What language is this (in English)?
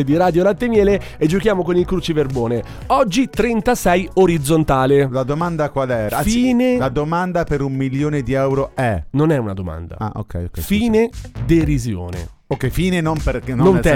Italian